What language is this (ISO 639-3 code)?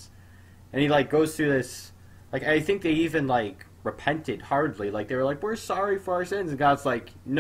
eng